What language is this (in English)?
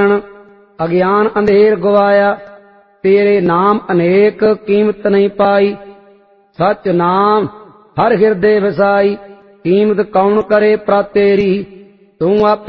Punjabi